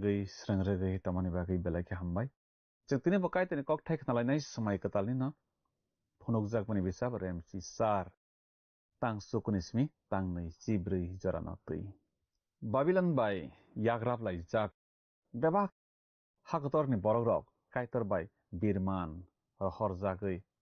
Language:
Kok Borok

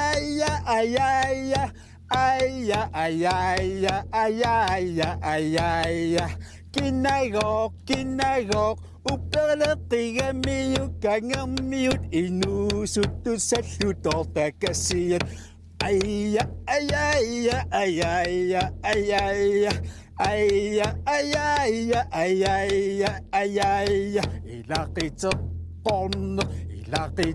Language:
Kalaallisut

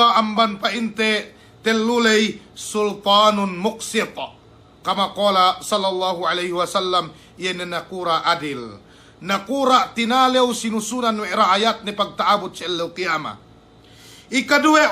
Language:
Yakan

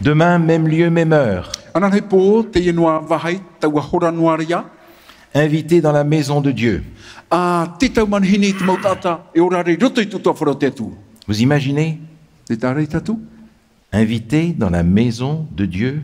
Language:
Tahitian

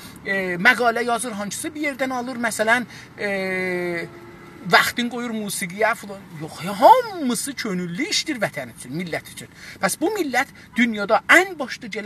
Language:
South Azerbaijani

